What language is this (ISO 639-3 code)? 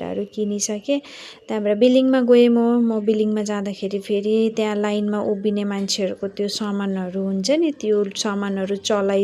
nep